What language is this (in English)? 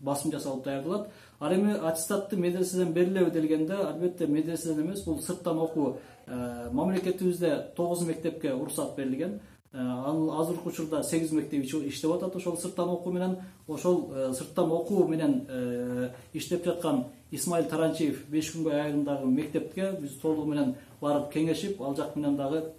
Kyrgyz